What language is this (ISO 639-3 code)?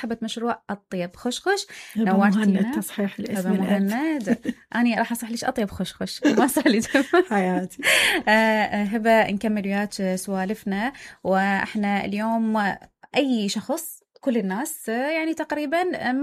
acm